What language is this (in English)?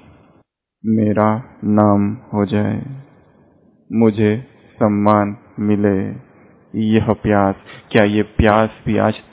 Hindi